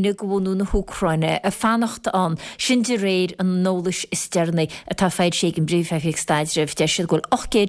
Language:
Irish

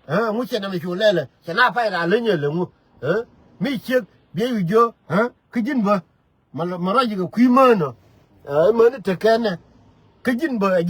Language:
Nuer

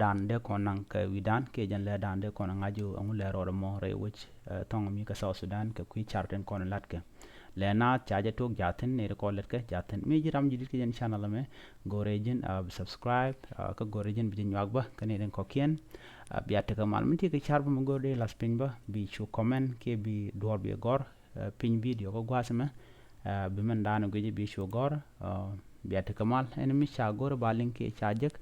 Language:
Nuer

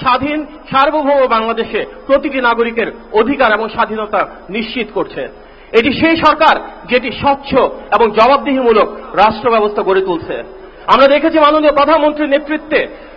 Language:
Bangla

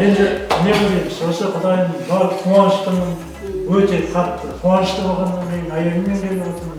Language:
Kara-Kalpak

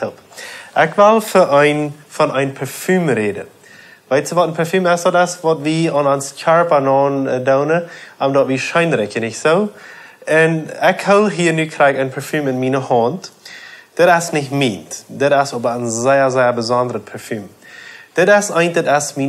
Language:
Plautdietsch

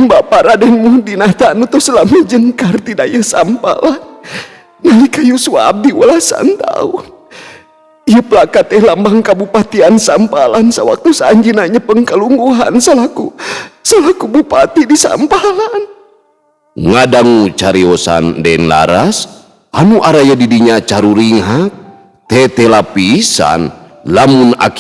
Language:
Sundanese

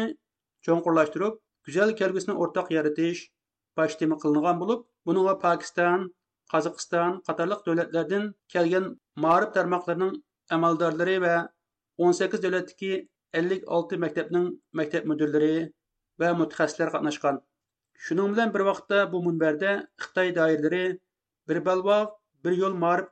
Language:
Uyghur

